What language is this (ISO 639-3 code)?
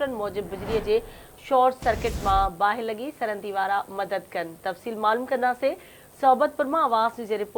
snd